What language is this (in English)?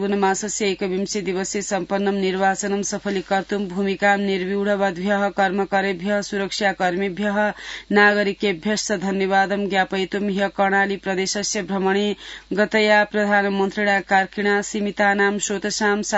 Sanskrit